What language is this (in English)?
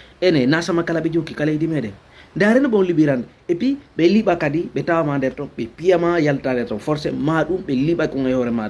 Fula